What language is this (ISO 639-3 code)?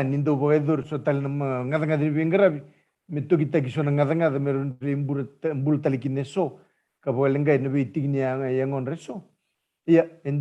fij